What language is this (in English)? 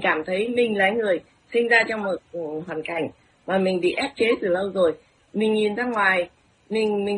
Vietnamese